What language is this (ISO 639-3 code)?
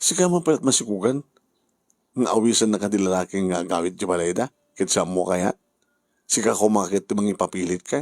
ilo